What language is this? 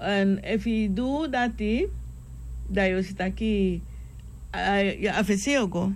Sranan Tongo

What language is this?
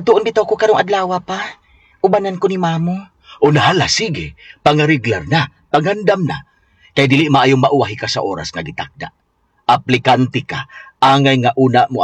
Cebuano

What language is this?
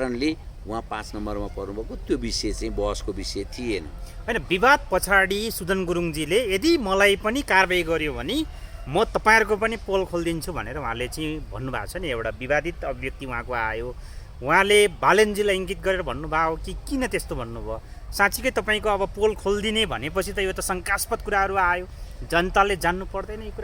Nepali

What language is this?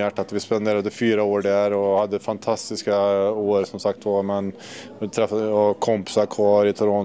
Swedish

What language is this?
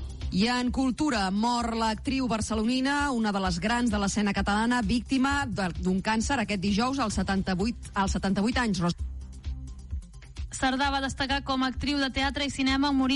Catalan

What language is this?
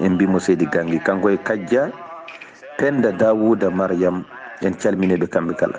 Fula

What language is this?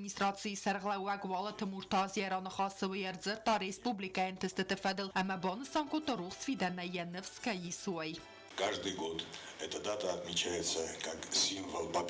Ossetic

